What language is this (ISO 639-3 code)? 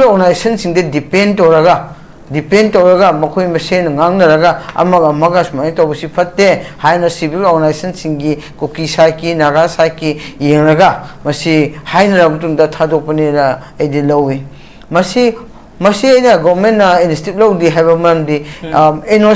mni